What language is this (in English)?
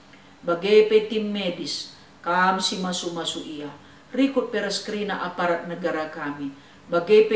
Batak Karo